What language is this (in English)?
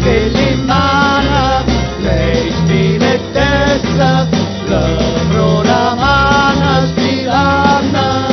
Neapolitan